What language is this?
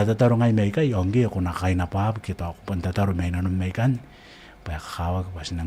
Gilbertese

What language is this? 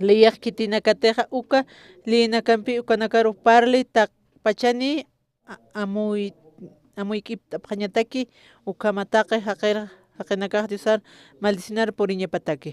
Aymara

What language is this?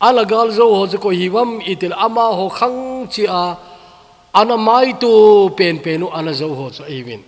Thado Chin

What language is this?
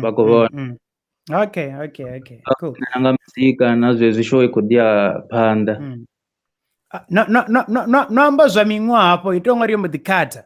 Venda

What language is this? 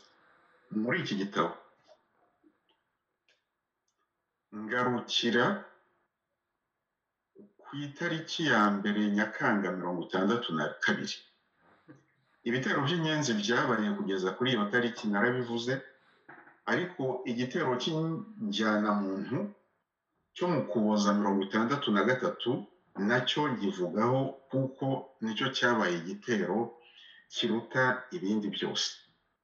Kinyarwanda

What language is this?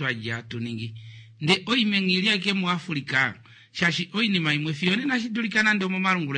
Kuanyama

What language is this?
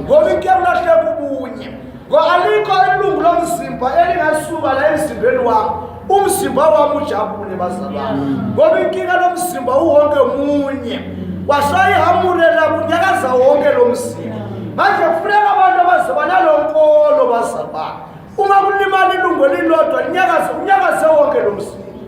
Zulu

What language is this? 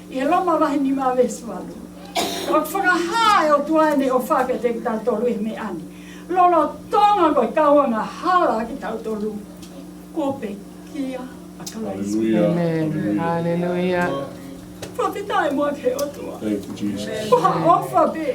Tongan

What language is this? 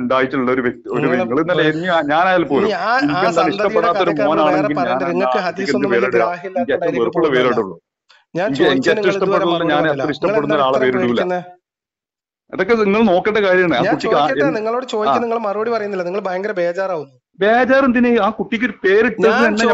Malayalam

